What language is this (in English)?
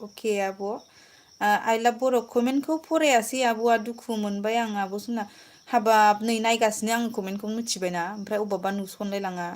Bodo